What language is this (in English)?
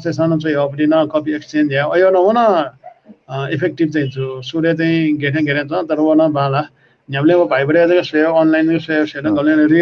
Newari